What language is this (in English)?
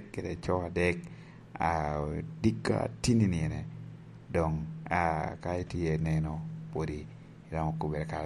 Lango (Uganda)